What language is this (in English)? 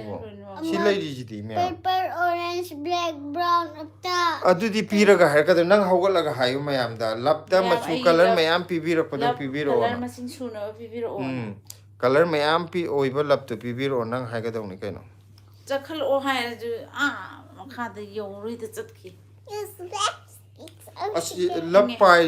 Manipuri